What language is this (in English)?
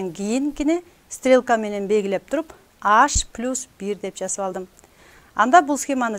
Kyrgyz